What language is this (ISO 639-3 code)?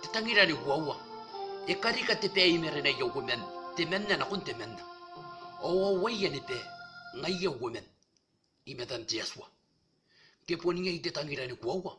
gil